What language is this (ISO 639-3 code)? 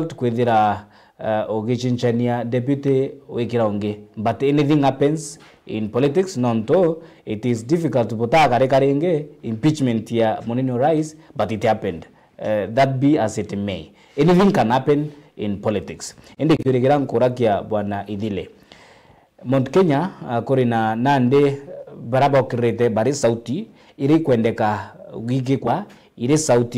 mer